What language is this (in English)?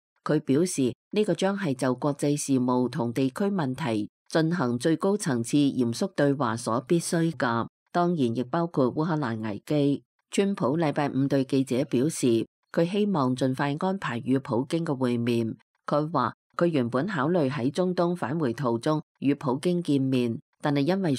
Cantonese